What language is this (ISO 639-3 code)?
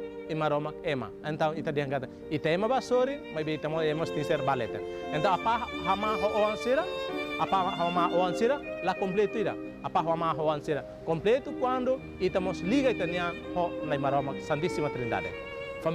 tet